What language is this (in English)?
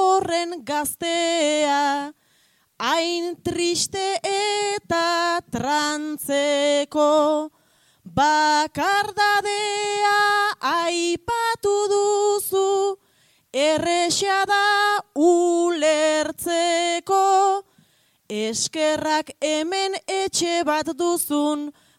Basque